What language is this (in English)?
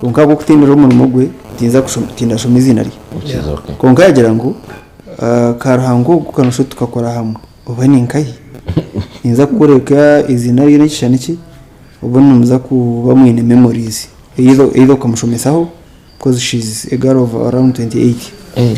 Nyankole